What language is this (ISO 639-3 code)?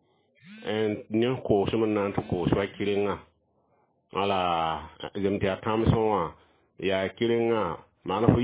mos